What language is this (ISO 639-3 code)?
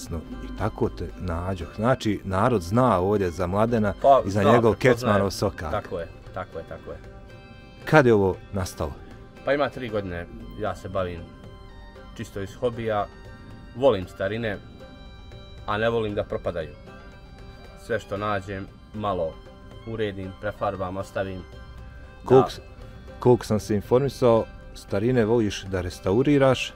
bos